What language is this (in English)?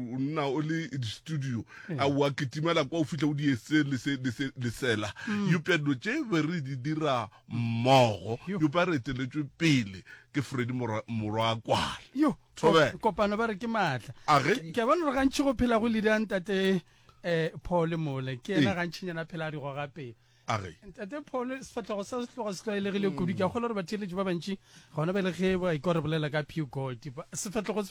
Northern Sotho